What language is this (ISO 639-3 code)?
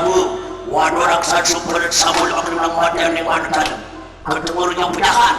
ban